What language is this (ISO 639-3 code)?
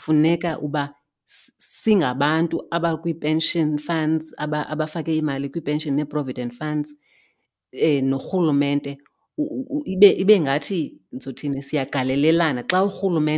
xho